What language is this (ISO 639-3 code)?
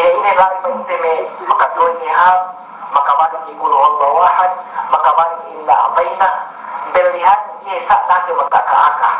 yka